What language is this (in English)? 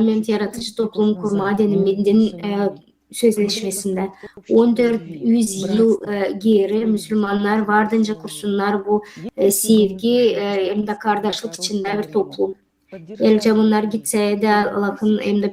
Gagauz